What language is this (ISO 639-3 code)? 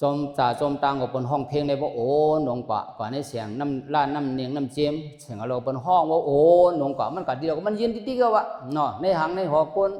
shn